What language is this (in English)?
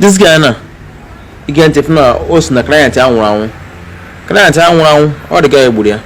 Igbo